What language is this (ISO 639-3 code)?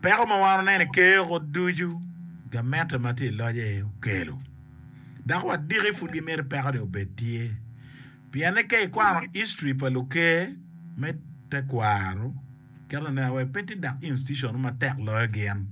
ach